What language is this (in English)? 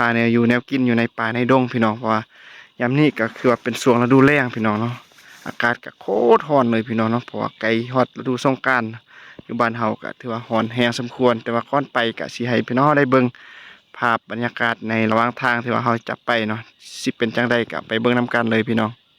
Lao